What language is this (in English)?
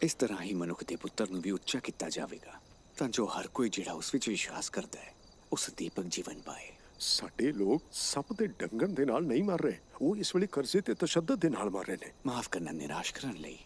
Dogri